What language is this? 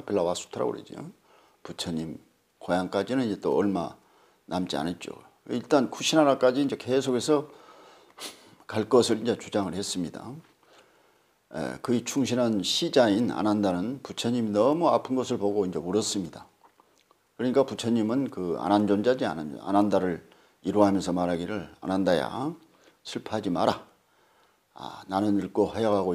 Korean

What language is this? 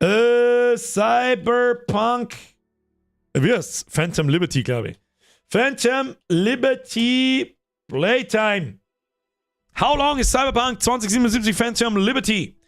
Bavarian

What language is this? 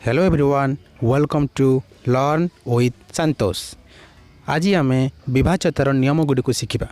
Odia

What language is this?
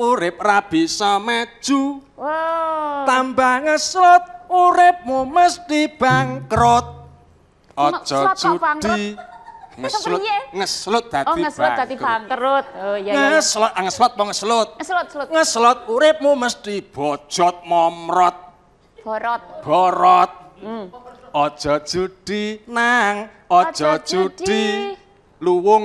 Javanese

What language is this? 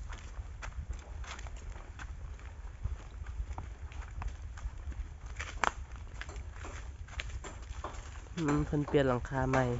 Lao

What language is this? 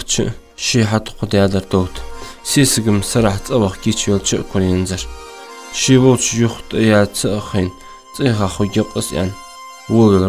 Ingush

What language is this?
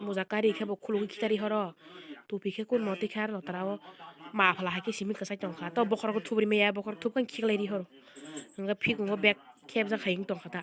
Kok Borok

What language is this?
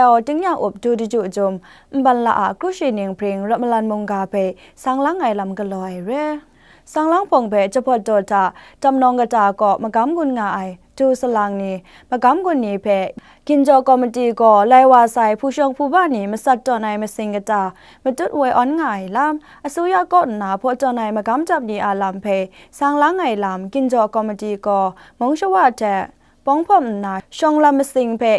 Kachin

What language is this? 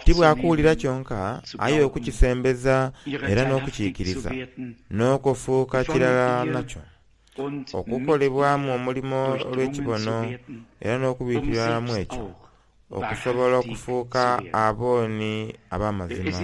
Soga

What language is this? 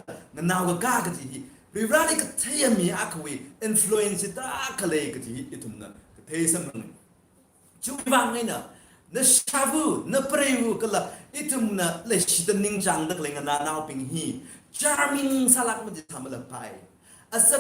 Tangkhul Naga (India)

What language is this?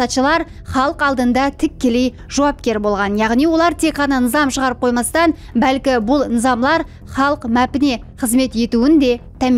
Kara-Kalpak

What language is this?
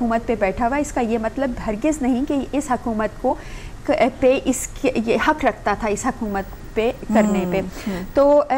Urdu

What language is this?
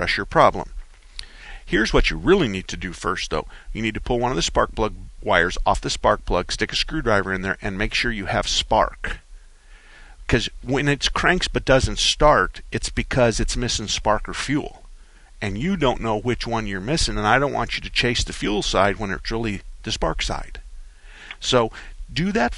English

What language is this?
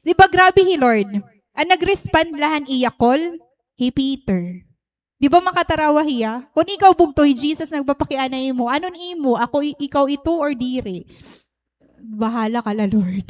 Waray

